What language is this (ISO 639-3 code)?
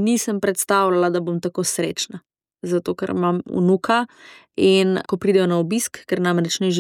slv